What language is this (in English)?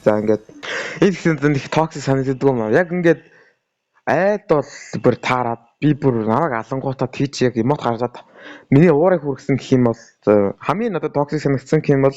Mongolian